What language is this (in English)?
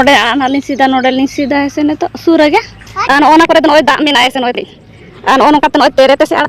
Santali